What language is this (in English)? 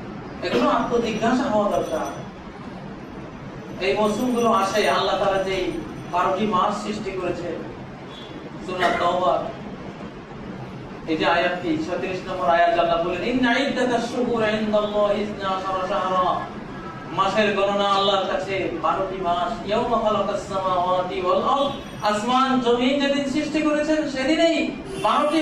Bangla